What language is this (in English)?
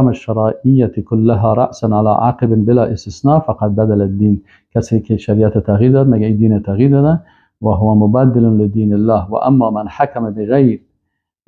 Persian